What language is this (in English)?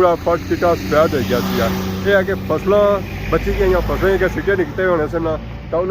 Pahari-Potwari